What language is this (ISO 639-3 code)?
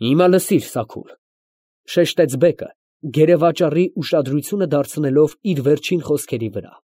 hye